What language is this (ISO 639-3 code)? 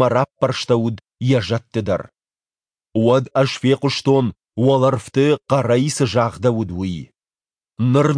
oss